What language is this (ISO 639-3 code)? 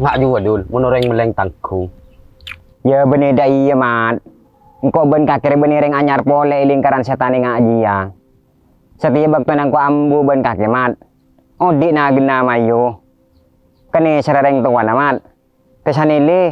mad